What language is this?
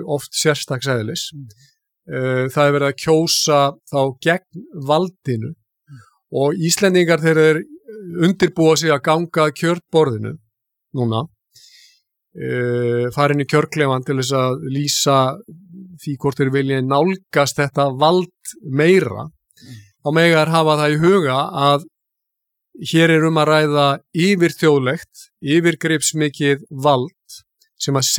Icelandic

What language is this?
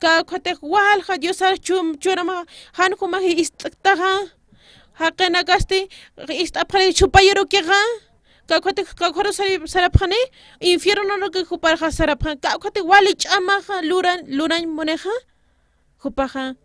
Aymara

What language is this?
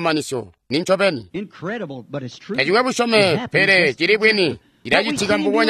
Tonga (Zambia)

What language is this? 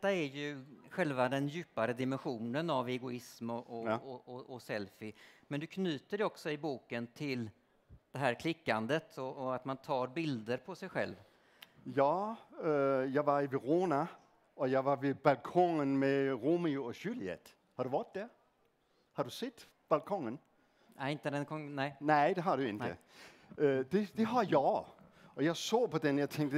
Swedish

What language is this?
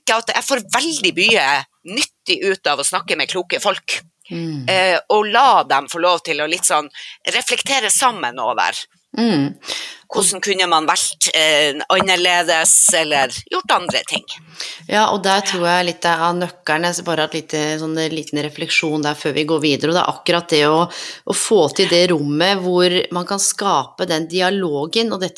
Norwegian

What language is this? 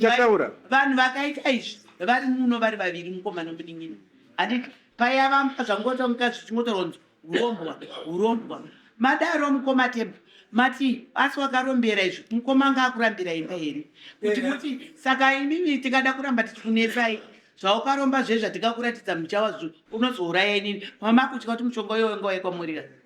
Shona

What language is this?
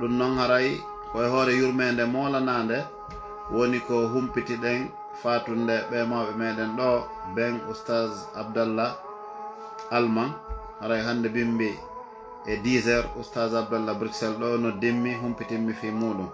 Fula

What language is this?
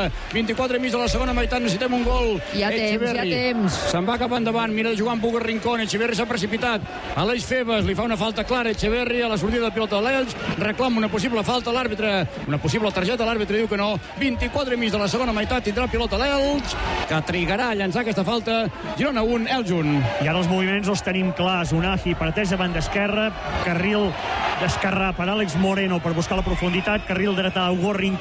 Catalan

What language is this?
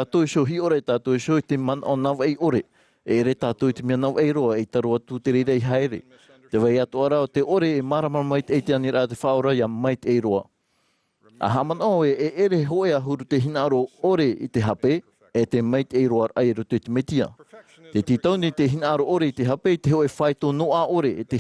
Tahitian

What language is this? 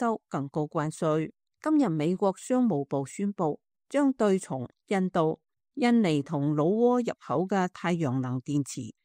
Cantonese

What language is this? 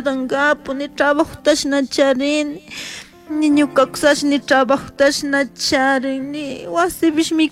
Chimborazo Highland Quichua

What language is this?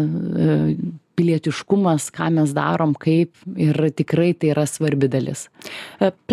Lithuanian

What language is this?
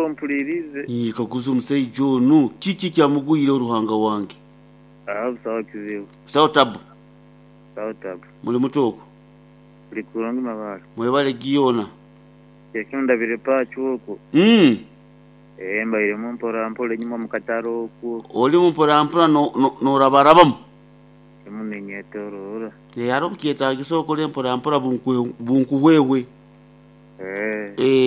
Nyoro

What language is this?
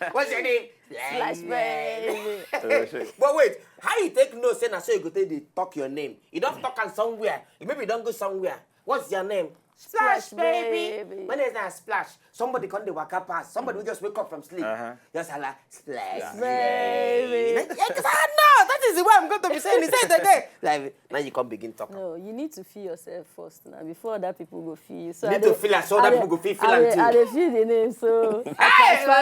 Nigerian Pidgin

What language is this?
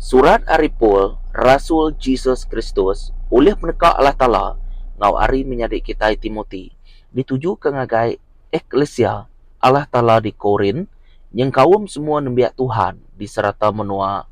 Iban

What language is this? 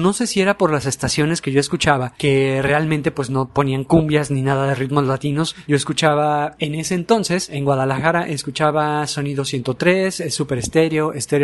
Spanish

